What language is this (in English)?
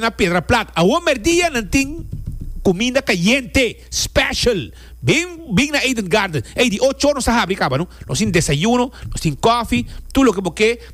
Papiamento